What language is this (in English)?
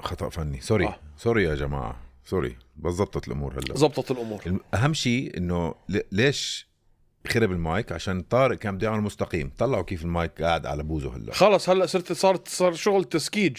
North Levantine Arabic